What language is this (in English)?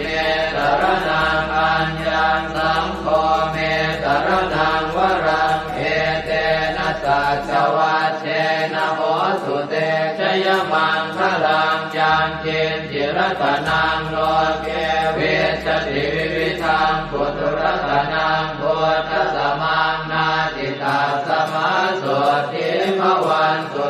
Pali